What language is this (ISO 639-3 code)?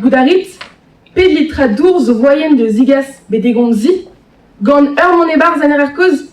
bre